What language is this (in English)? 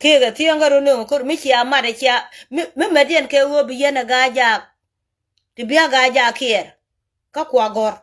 Nuer